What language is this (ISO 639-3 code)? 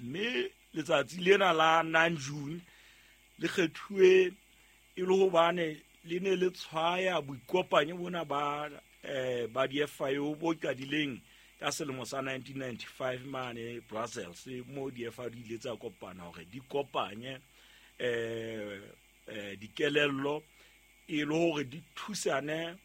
sot